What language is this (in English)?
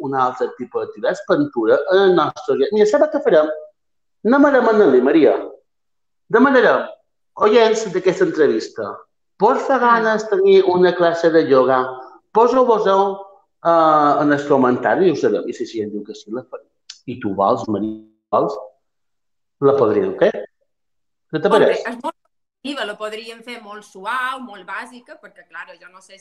Catalan